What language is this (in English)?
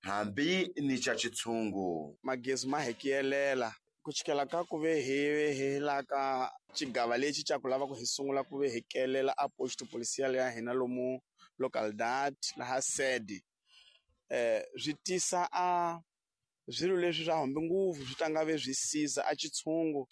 Tsonga